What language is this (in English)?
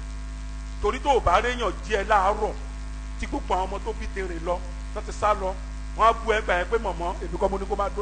Yoruba